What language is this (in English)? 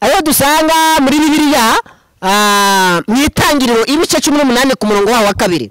Kinyarwanda